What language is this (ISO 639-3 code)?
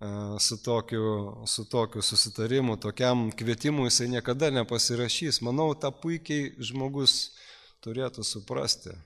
lit